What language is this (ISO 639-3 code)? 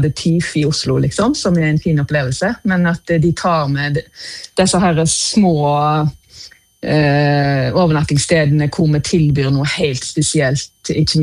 nor